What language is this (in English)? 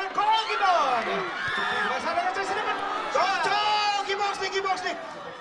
Tangkhul Naga (India)